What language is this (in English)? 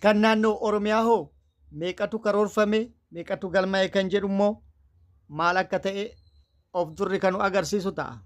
Oromo